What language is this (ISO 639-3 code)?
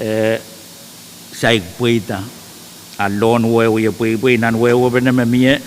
pon